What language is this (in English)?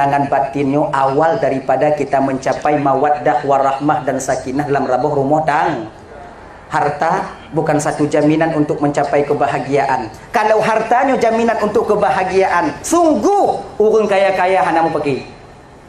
Achinese